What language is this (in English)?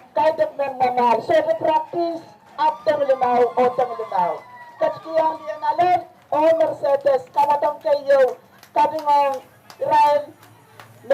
Pohnpeian